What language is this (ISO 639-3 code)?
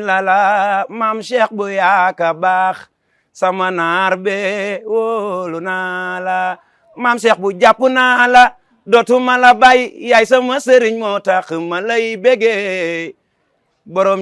wol